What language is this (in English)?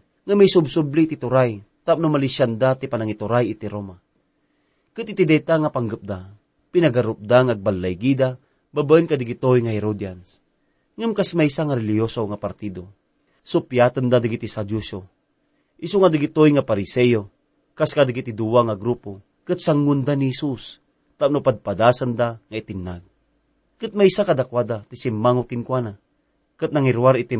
Iloko